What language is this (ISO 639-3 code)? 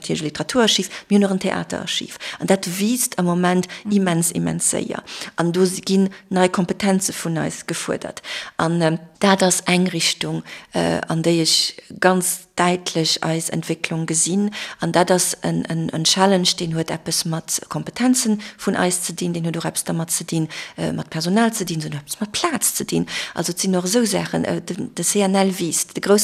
ltz